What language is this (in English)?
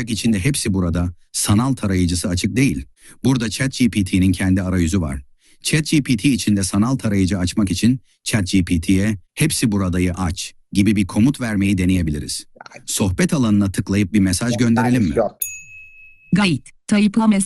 Turkish